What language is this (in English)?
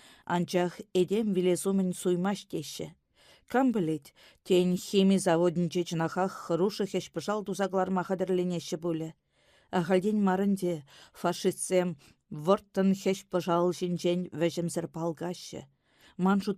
Chuvash